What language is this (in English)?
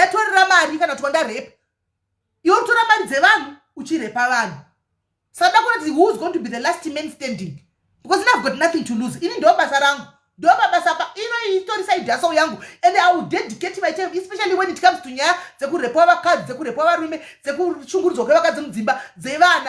Shona